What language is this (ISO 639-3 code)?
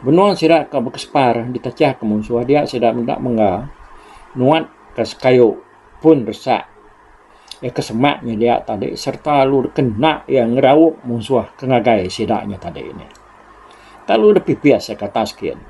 iba